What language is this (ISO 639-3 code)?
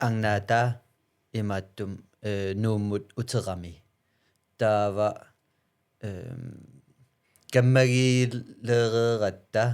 kal